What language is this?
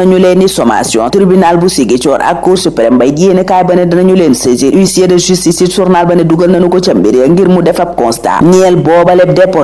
Wolof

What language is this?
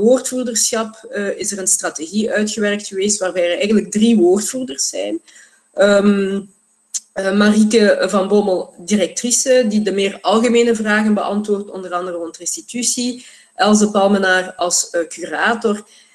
Dutch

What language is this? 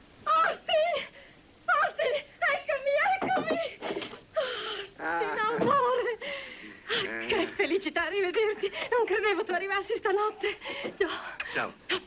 Italian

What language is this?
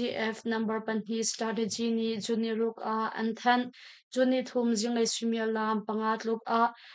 Hakha Chin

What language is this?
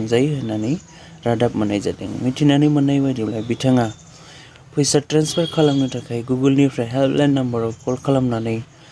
Bodo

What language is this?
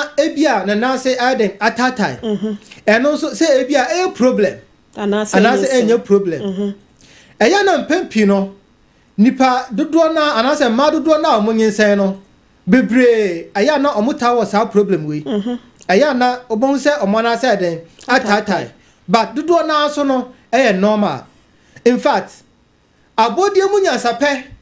Akan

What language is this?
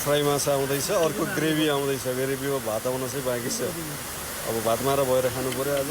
Nepali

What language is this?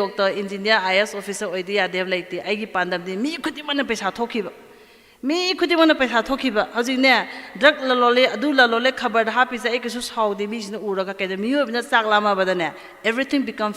Manipuri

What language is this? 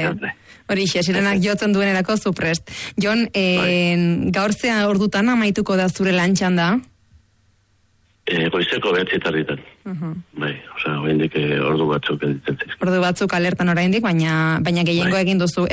Basque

